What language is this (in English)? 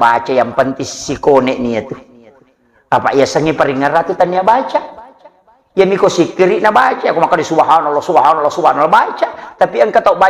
Buginese